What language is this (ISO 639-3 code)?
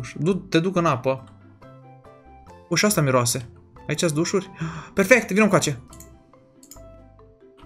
ron